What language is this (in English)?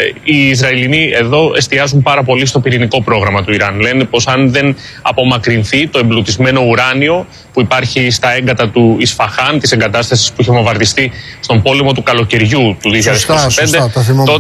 Greek